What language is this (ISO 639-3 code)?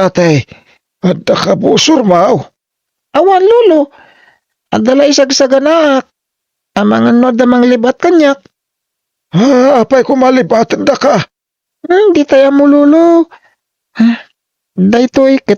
ilo